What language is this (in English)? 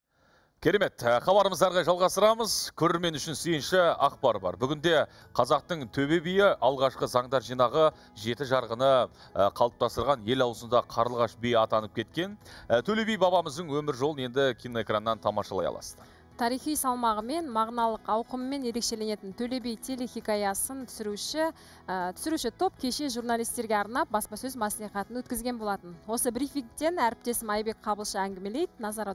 Kazakh